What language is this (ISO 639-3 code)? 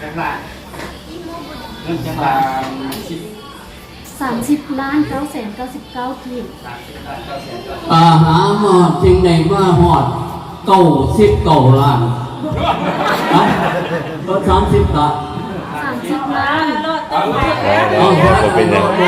lao